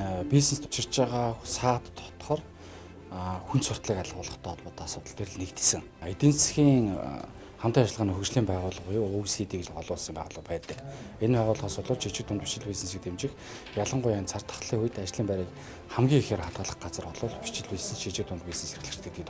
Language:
Mongolian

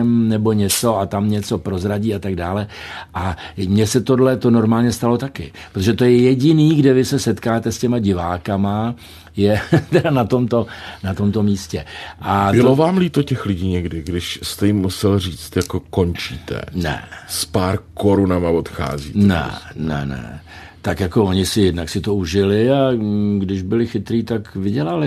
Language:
Czech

